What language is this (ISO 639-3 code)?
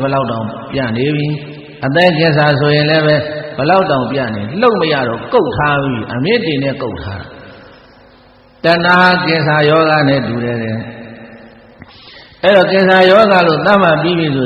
mya